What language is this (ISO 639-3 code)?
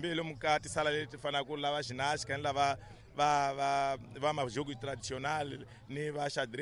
tso